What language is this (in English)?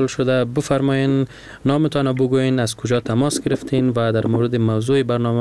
Persian